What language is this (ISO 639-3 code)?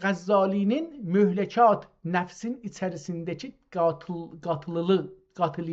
azb